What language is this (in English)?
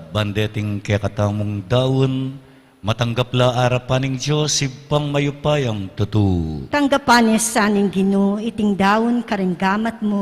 Pampanga